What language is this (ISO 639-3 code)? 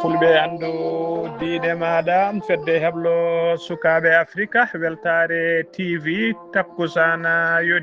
ful